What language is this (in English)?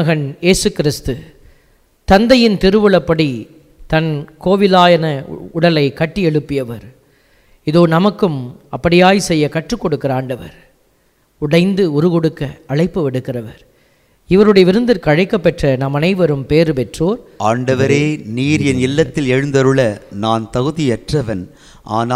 Tamil